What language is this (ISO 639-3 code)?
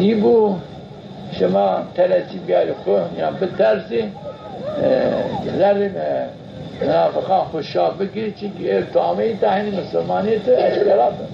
zza